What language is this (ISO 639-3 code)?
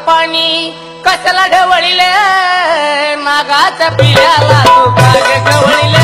mar